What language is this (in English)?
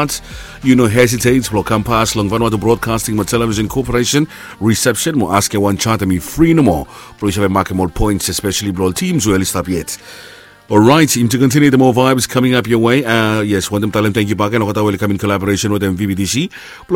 Bislama